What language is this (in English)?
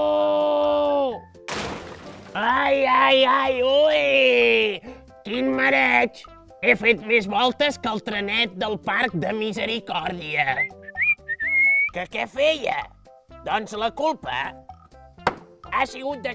Catalan